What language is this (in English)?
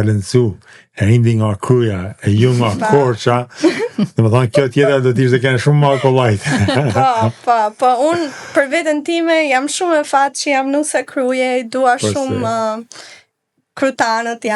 Albanian